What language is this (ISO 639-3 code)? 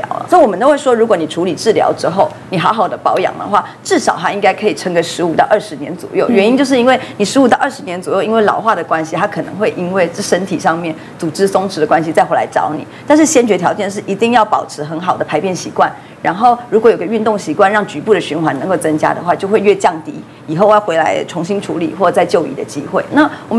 zho